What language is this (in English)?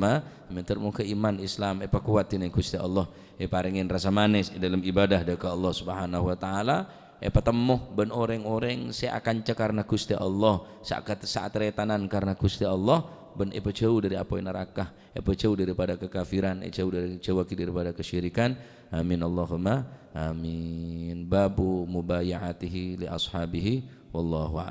Madurese